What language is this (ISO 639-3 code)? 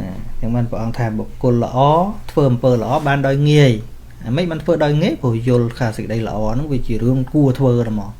khm